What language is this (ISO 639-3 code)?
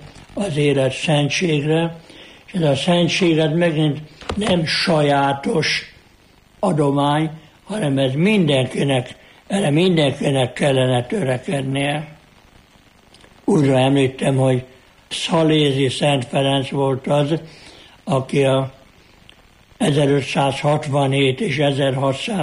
hun